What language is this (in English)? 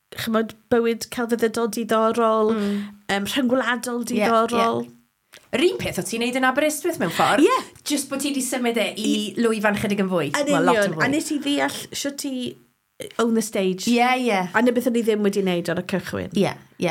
Welsh